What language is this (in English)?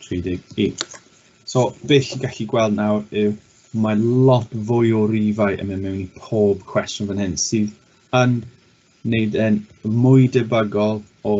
Welsh